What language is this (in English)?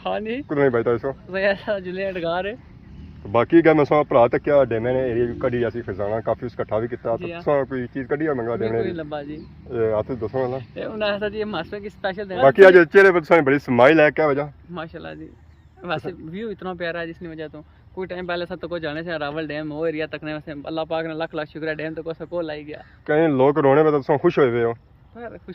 Pahari-Potwari